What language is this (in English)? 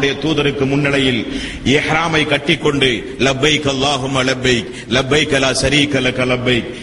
Tamil